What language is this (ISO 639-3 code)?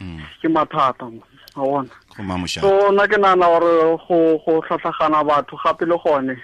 tsn